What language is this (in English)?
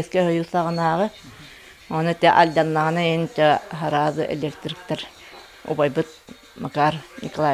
Yakut